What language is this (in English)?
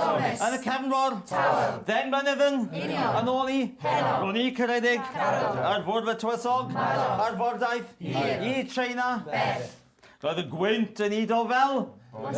Welsh